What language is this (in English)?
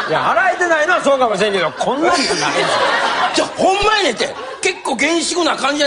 Japanese